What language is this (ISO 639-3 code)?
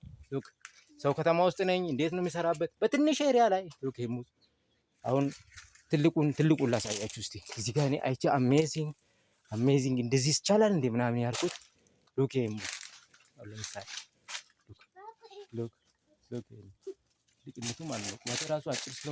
amh